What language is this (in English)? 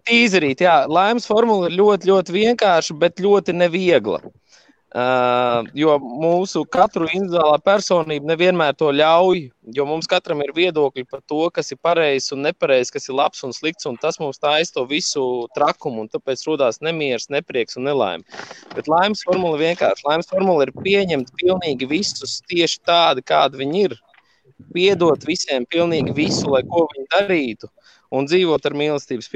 Latvian